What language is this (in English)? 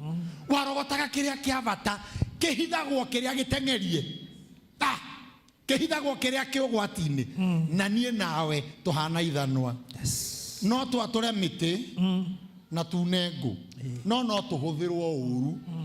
Kikuyu